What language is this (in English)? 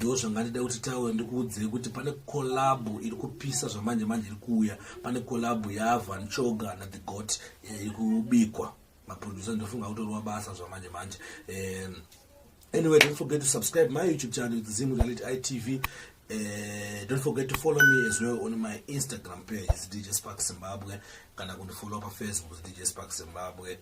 Shona